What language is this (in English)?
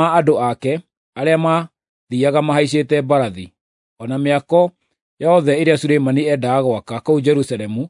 Kikuyu